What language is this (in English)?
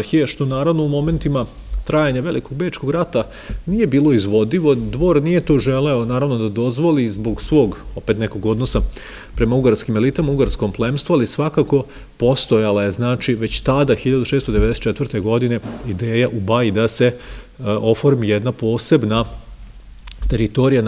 Serbian